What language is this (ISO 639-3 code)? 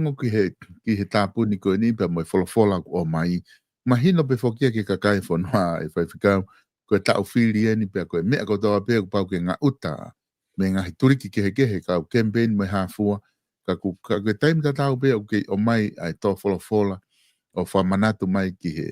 ton